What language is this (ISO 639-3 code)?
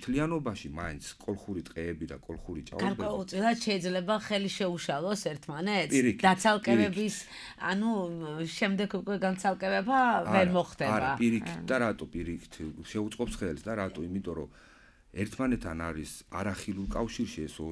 kat